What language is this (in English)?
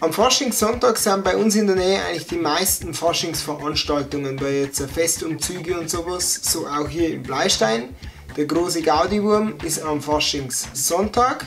Bavarian